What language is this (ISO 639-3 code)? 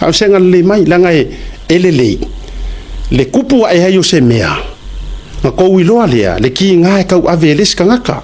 smo